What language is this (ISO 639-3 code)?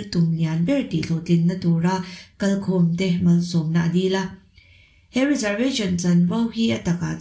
lus